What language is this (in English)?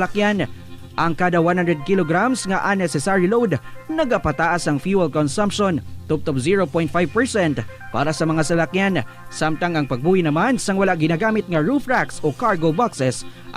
Hiligaynon